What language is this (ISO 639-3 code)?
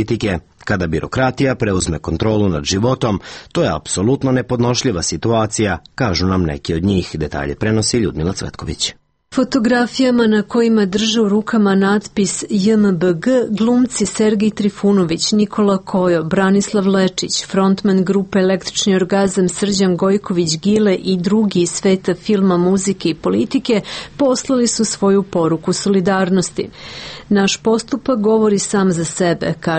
srp